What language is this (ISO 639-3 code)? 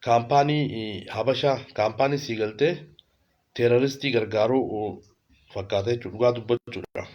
orm